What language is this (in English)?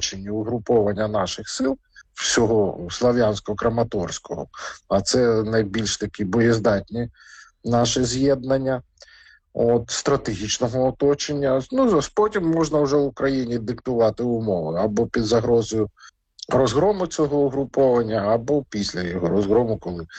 Ukrainian